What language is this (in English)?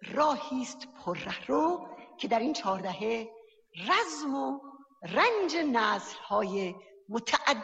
Persian